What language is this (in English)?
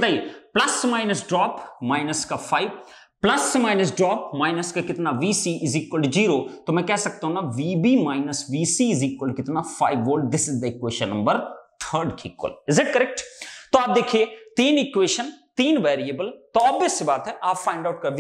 Hindi